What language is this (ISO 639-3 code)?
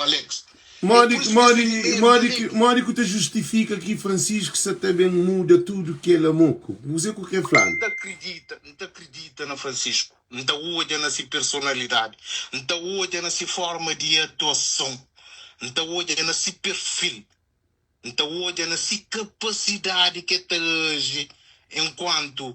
kea